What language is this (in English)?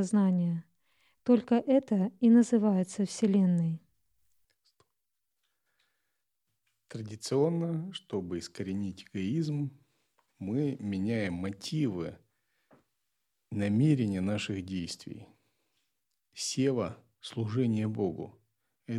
Russian